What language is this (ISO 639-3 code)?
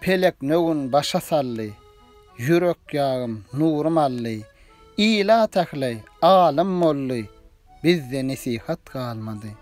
tuk